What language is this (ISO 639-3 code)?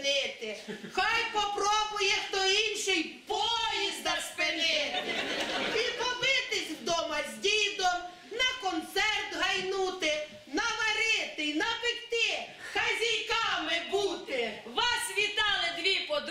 ukr